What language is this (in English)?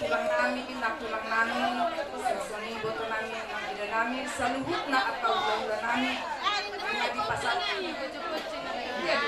Batak Toba